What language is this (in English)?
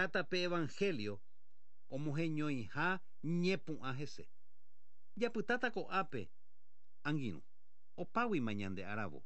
Guarani